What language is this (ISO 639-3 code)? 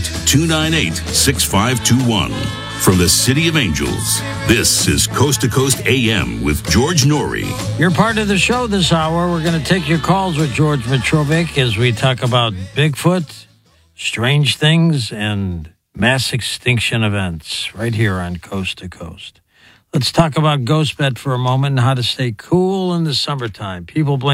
eng